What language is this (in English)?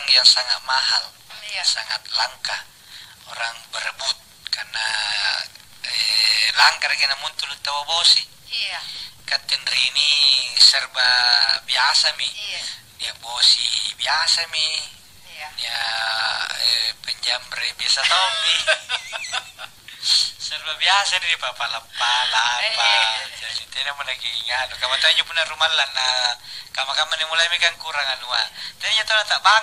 Makasar